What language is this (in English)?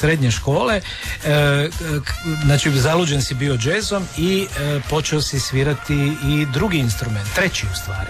Croatian